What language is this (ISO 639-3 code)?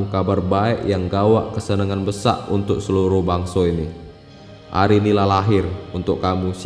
mui